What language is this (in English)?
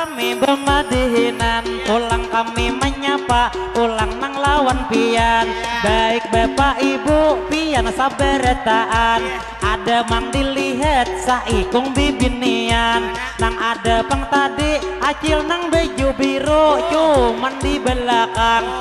Banjar